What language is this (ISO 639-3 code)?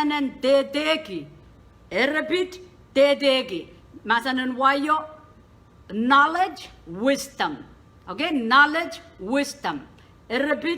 pon